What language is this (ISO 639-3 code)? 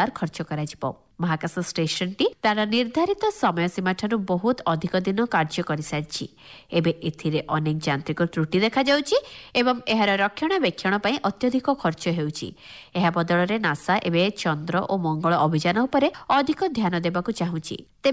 ori